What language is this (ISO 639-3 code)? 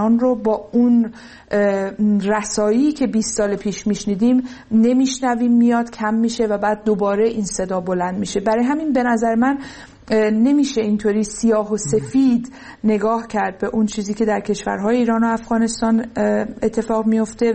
fas